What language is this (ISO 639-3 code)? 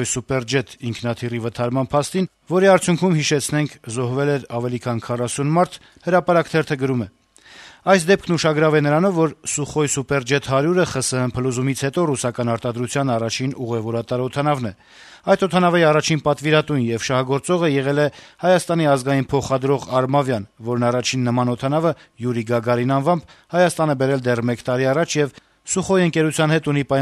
hye